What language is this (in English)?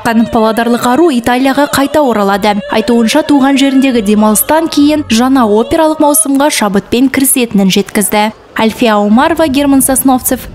Kazakh